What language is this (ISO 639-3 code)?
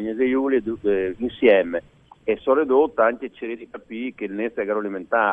fur